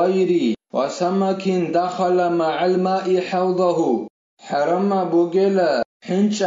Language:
Avaric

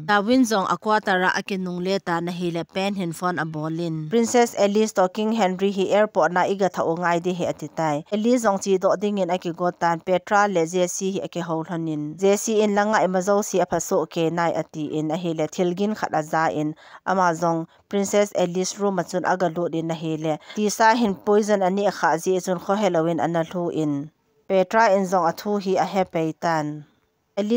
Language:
Thado Chin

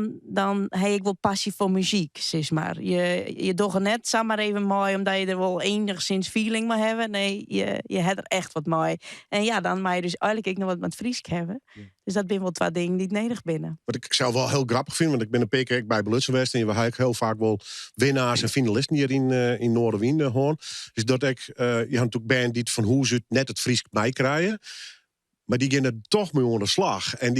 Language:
Western Frisian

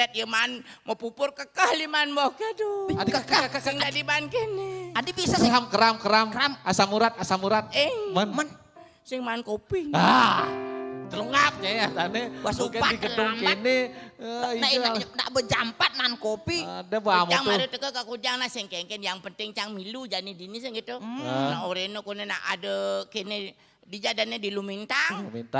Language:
Balinese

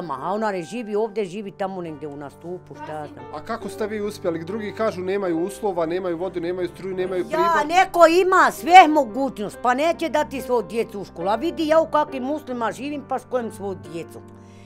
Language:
Bosnian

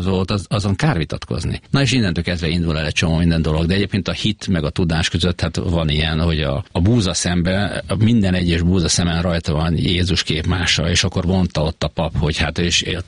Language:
Hungarian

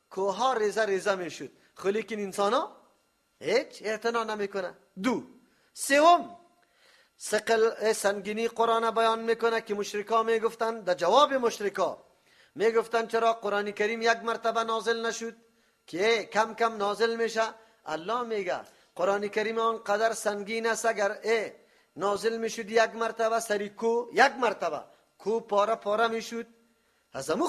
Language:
Persian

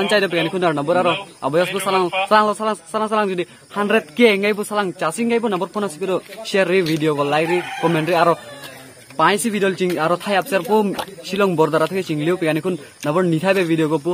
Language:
Karbi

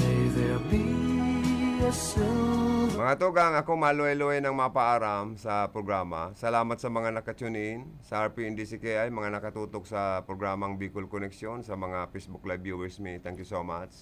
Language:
Bikol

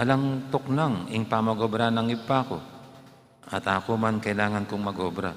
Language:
Pampanga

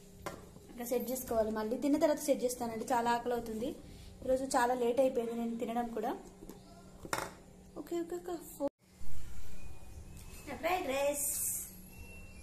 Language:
Telugu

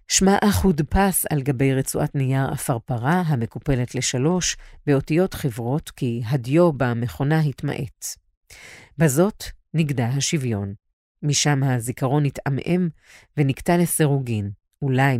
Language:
Hebrew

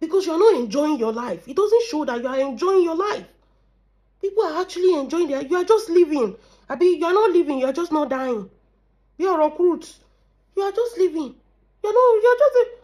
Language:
Yoruba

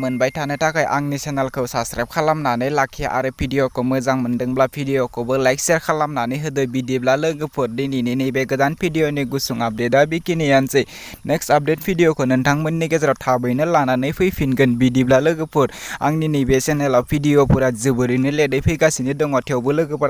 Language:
Bodo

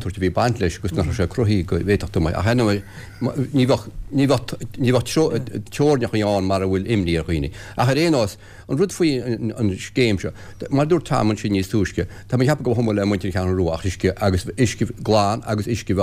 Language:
Irish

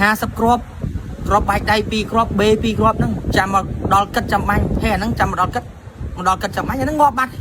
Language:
Khmer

